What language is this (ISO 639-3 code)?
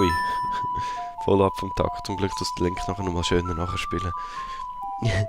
gsw